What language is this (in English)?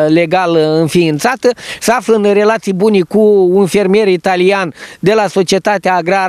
Romanian